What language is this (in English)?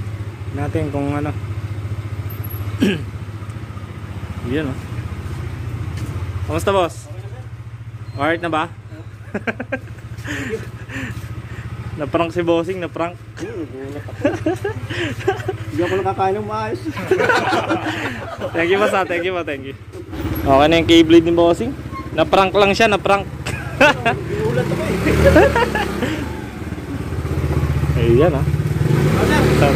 Filipino